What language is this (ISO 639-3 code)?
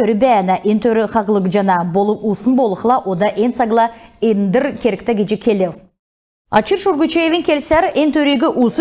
xal